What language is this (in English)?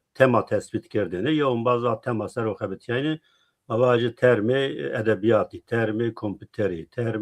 Zaza